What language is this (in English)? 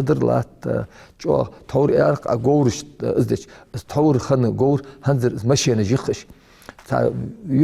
Ingush